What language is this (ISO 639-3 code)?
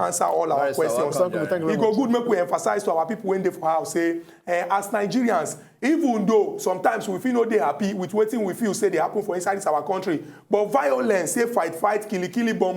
pcm